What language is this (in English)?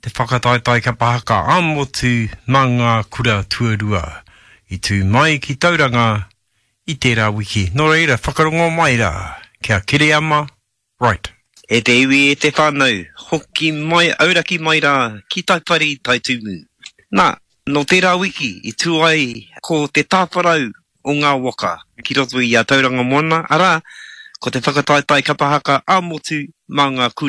Māori